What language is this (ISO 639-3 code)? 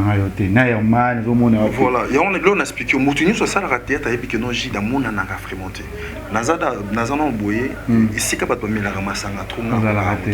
lin